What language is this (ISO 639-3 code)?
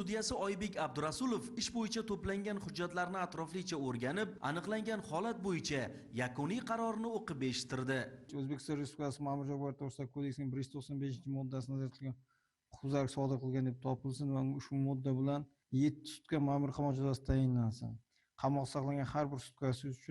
uzb